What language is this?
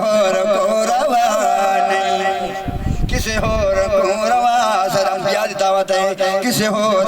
Saraiki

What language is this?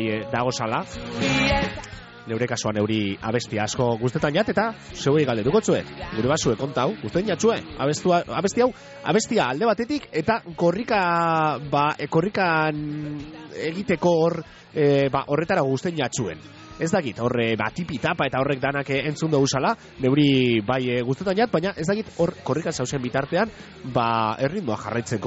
Basque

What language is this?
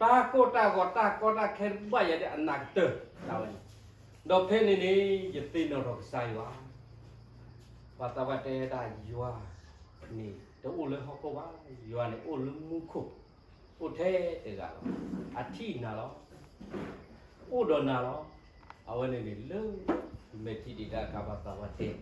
S'gaw Karen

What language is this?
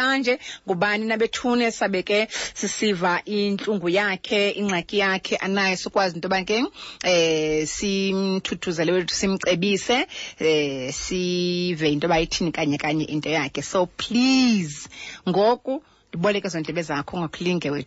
Xhosa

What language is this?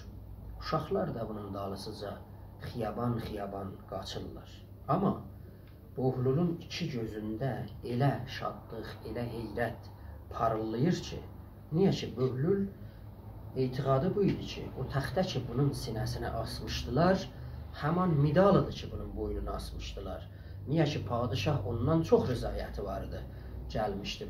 South Azerbaijani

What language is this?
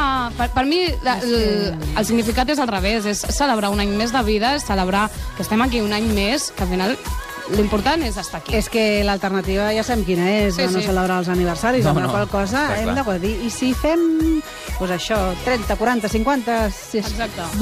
Catalan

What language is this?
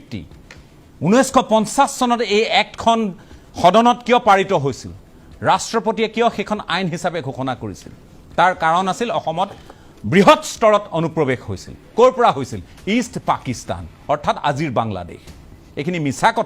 Assamese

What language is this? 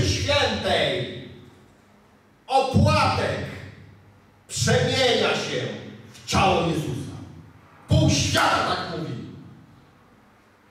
Polish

